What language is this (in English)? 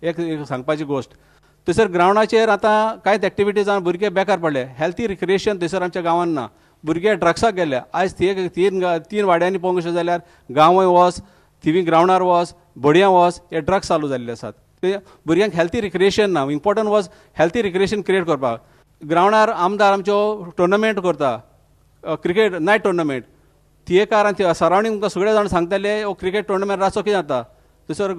Konkani